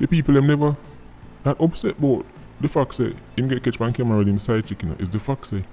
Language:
Jamaican Creole English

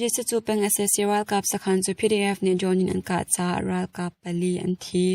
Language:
Hakha Chin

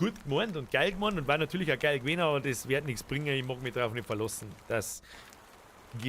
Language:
Bavarian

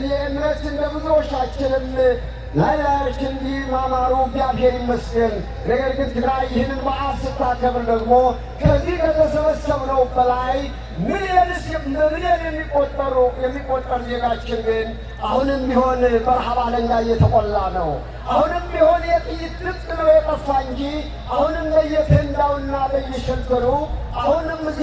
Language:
Amharic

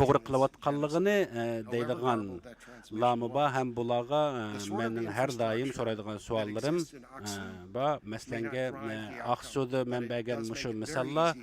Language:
Uyghur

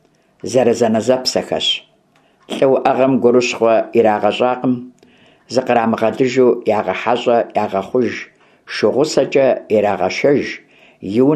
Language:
Kabardian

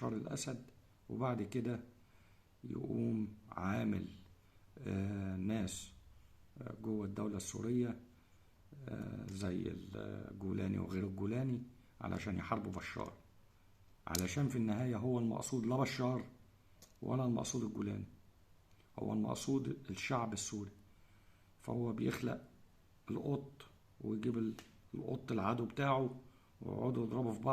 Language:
Egyptian Arabic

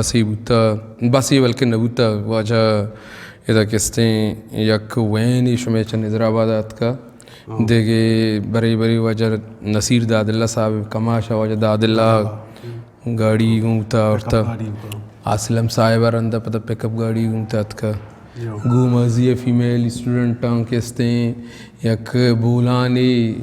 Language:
Eastern Balochi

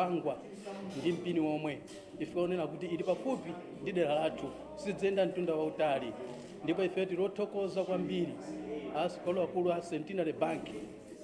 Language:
Nyanja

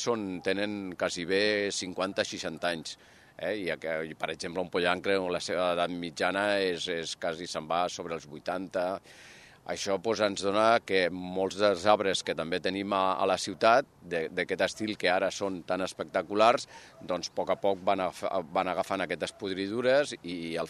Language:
Catalan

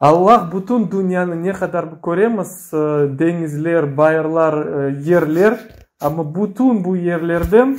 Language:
Crimean Tatar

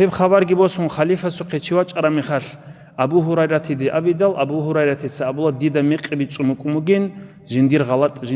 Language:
Avaric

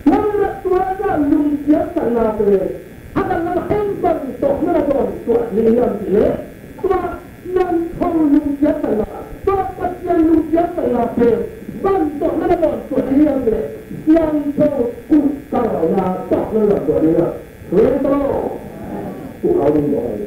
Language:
Tedim Chin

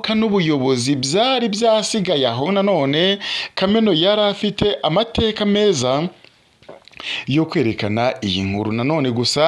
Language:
Kinyarwanda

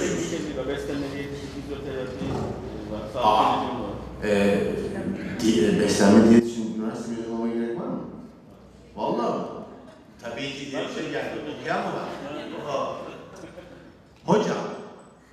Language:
Turkish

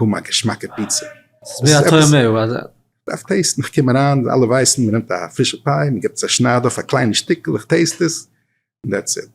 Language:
Yiddish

